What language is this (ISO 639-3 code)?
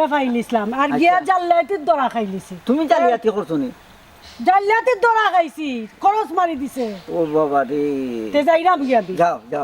syl